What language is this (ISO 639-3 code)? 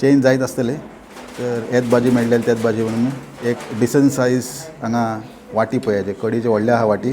kok